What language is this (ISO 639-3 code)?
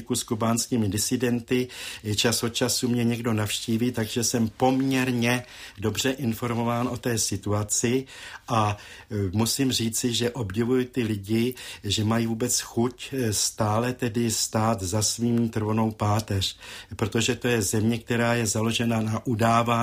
ces